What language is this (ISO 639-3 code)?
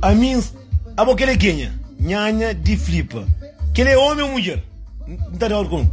kea